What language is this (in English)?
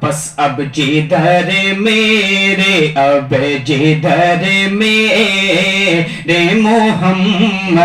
Saraiki